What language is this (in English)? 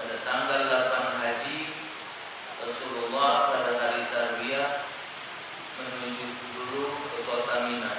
Musi